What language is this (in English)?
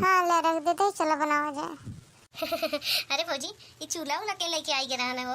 Awadhi